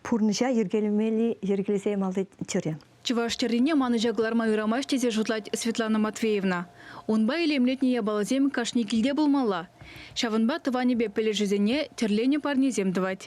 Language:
Chuvash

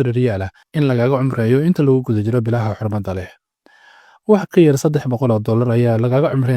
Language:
Somali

